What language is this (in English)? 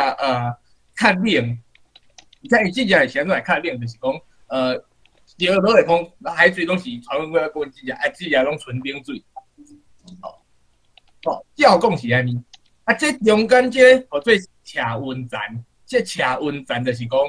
Min Nan Chinese